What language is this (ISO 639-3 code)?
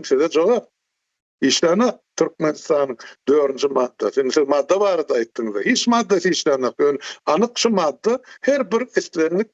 tuk